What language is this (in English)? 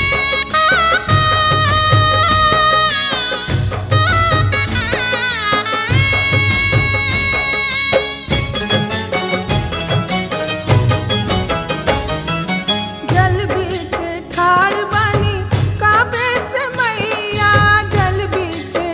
Bhojpuri